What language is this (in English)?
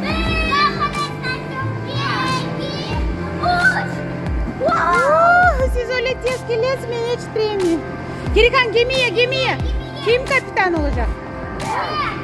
Crimean Tatar